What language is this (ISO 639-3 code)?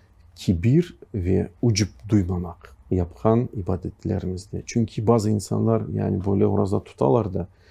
crh